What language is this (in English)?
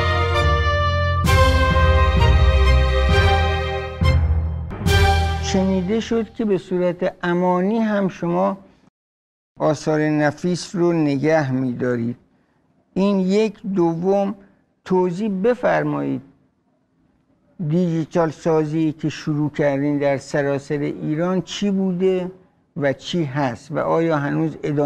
Persian